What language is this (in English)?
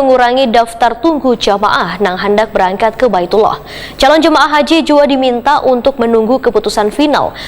Banjar